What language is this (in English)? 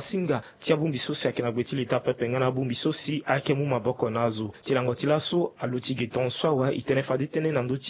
Sango